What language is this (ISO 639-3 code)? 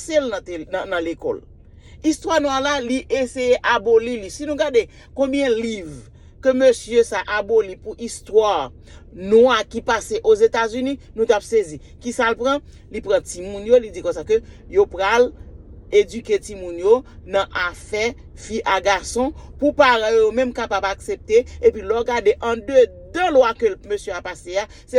hat